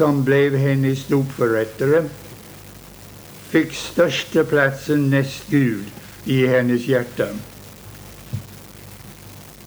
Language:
Swedish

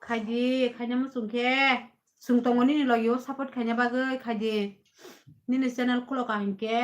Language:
Kok Borok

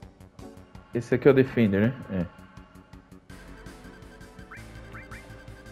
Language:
Portuguese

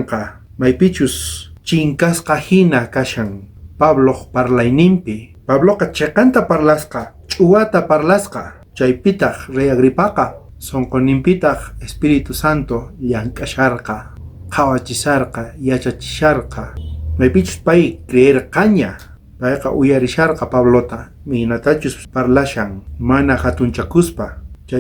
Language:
South Bolivian Quechua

